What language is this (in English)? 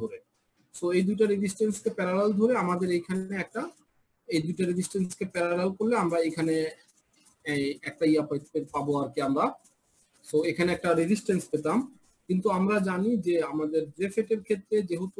Bangla